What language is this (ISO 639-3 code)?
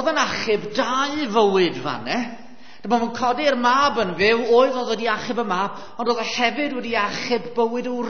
cym